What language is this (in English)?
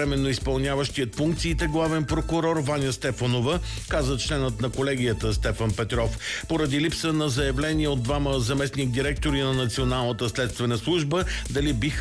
Bulgarian